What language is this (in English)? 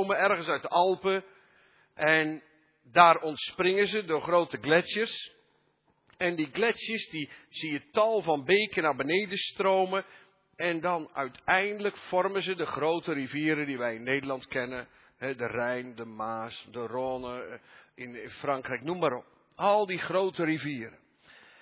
Dutch